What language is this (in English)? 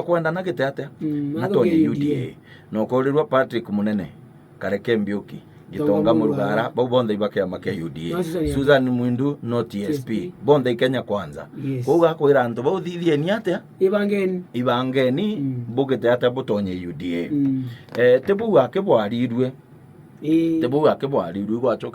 Meru